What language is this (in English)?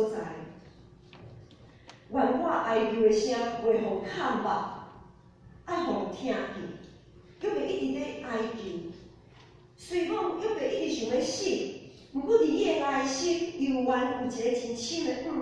Min Nan Chinese